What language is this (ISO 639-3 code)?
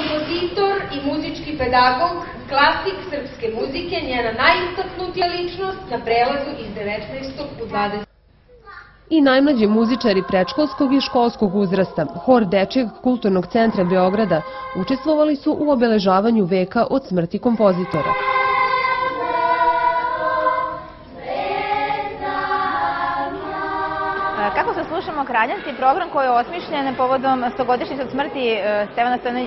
srp